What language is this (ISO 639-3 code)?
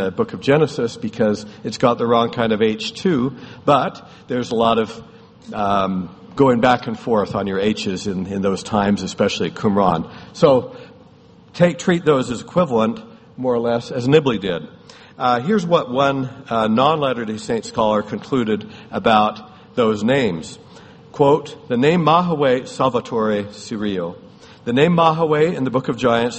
eng